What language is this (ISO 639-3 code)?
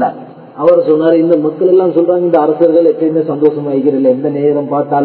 tam